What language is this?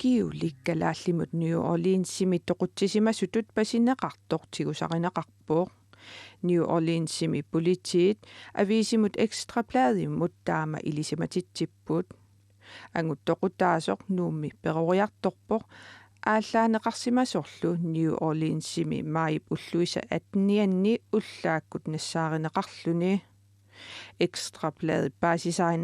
Kalaallisut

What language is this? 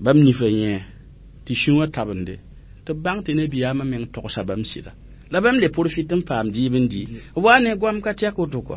Mossi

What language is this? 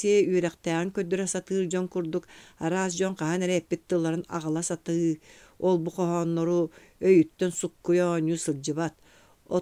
Yakut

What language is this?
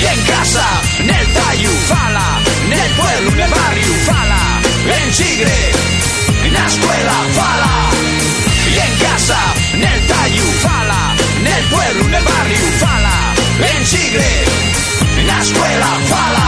Asturian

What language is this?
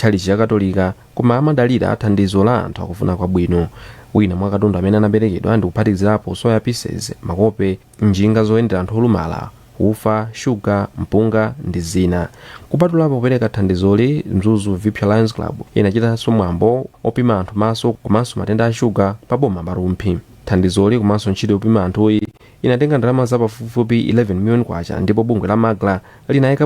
Nyanja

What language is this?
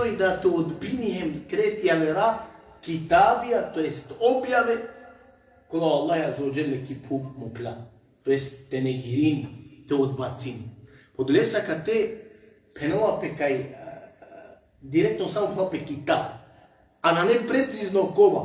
Balkan Romani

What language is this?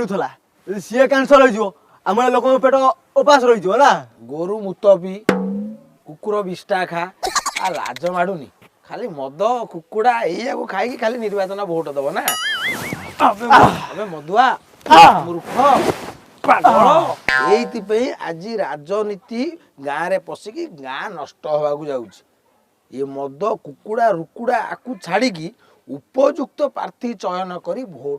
Odia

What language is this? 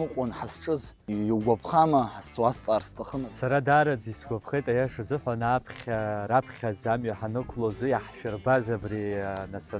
Abkhazian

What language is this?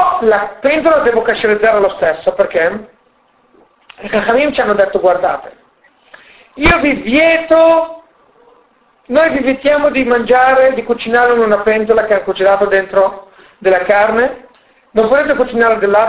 Italian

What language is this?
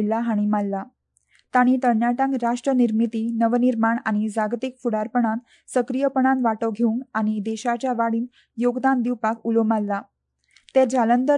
Konkani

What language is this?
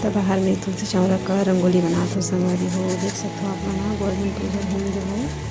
Chhattisgarhi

